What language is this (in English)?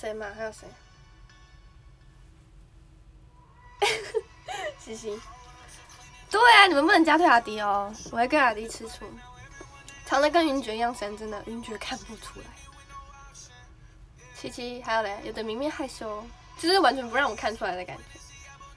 Chinese